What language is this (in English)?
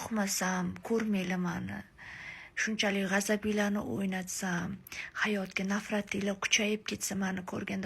Uzbek